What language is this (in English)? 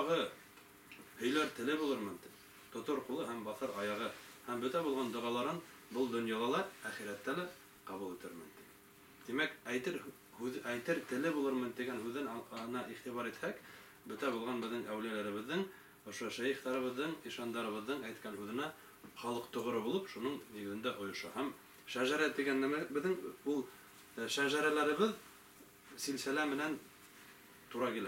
Bashkir